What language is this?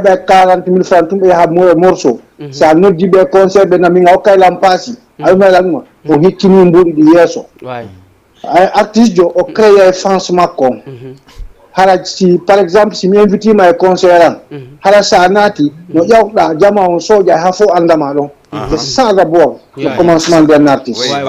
Fula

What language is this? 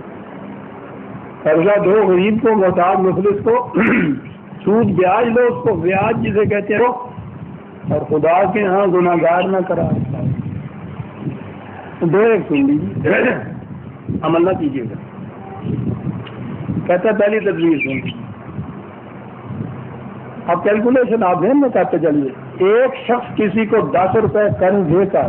Urdu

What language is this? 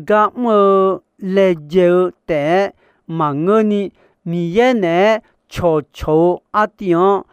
Akha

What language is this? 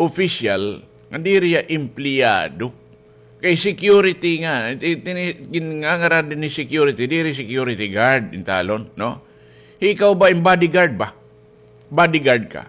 Waray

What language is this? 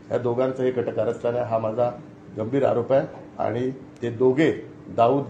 Marathi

